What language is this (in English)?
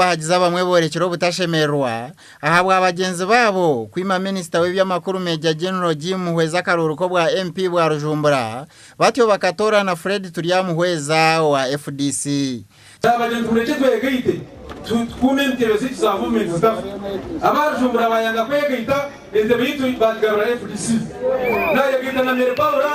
Nyankole